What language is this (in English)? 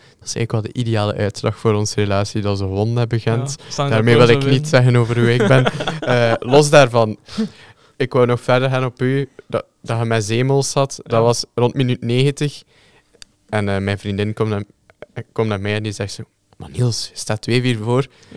Dutch